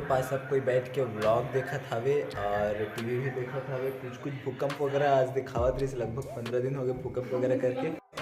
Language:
Chhattisgarhi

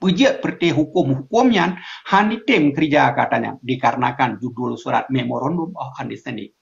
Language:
Achinese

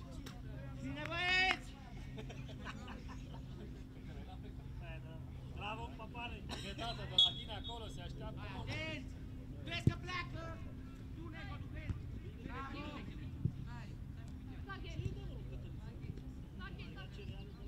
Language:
Romanian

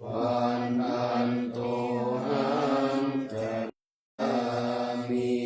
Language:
Pali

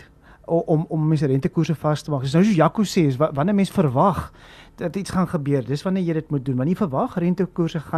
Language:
Afrikaans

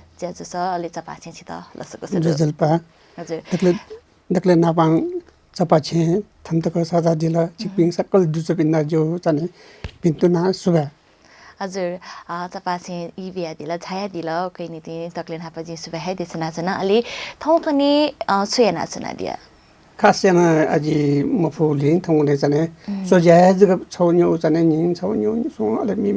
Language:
Newari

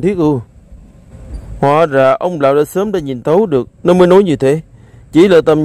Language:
Vietnamese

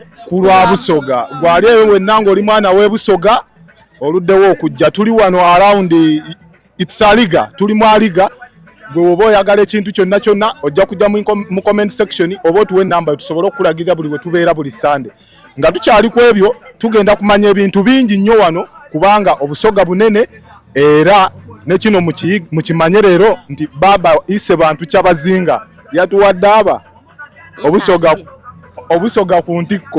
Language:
Soga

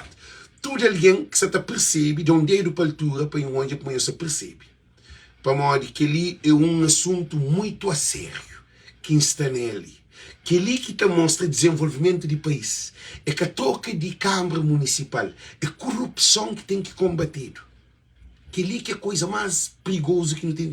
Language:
Kabuverdianu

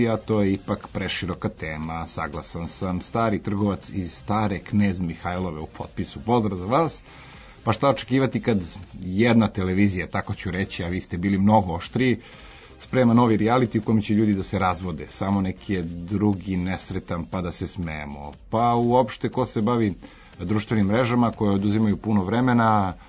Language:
Serbian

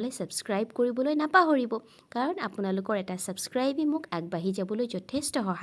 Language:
Assamese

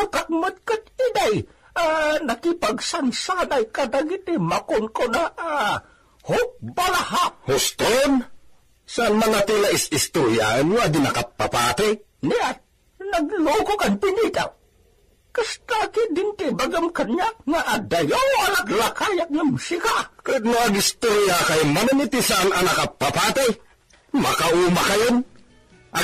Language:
Iloko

